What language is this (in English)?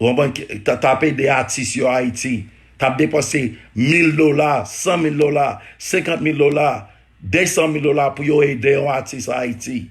Haitian Creole